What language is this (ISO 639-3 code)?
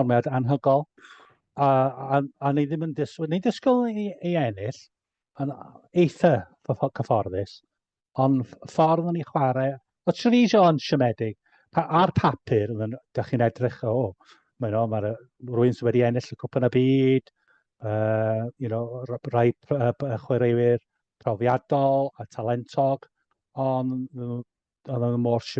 cym